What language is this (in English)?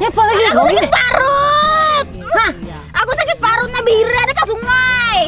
Banjar